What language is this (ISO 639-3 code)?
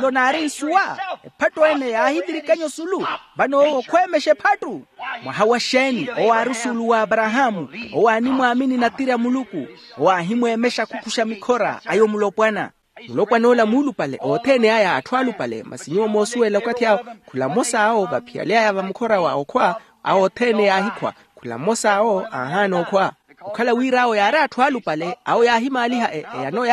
vmw